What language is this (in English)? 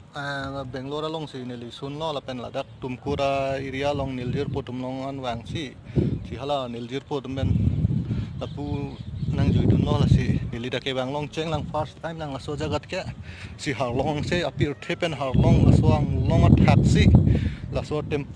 Karbi